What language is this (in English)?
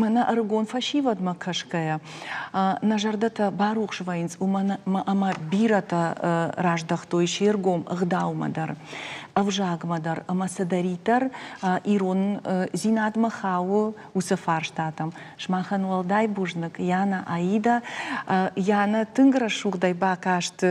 Ossetic